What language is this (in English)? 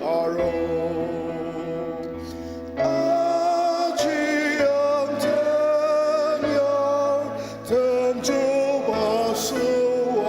Ao Naga